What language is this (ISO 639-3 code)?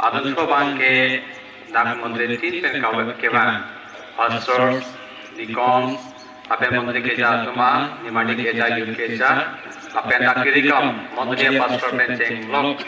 mjw